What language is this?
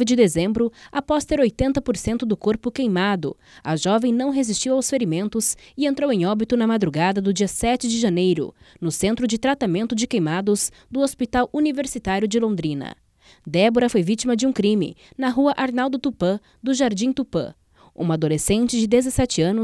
Portuguese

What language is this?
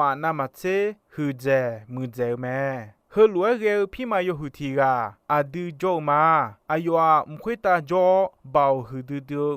Akha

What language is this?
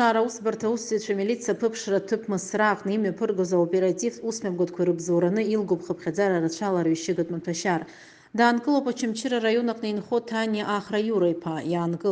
Abkhazian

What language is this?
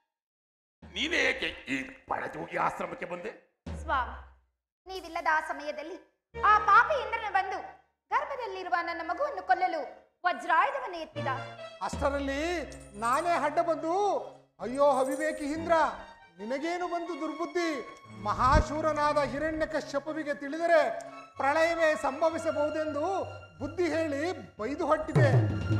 Kannada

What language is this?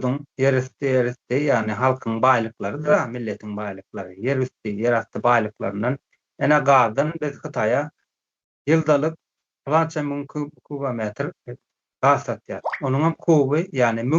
Turkmen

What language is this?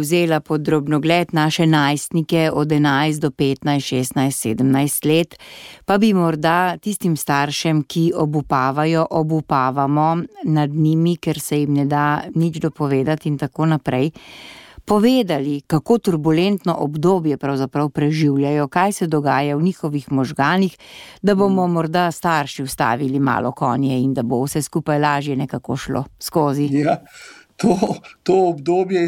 Slovenian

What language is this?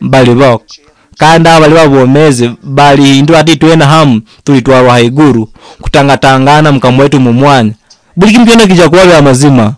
Nyoro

